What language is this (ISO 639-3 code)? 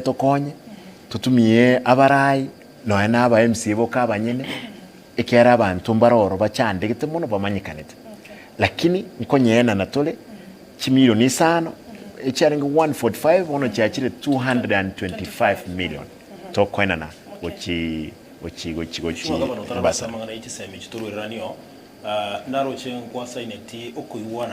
guz